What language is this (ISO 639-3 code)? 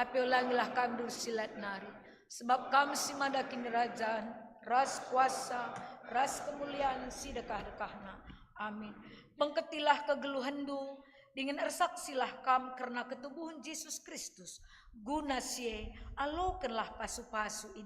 btx